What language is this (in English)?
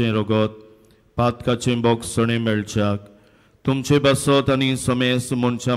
Konkani